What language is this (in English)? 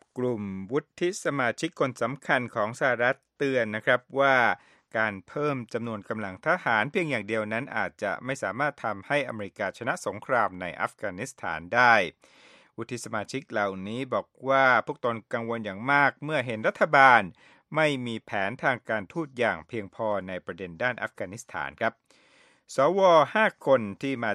Thai